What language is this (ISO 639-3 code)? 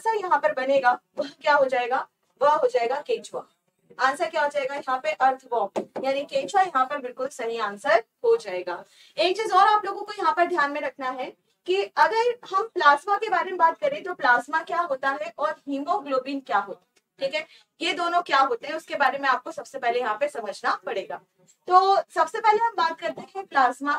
hin